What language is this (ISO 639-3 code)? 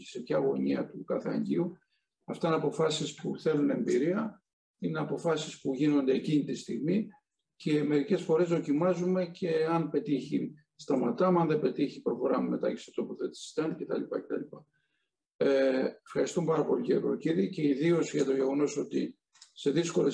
ell